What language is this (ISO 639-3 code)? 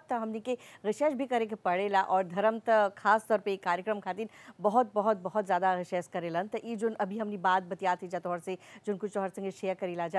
bho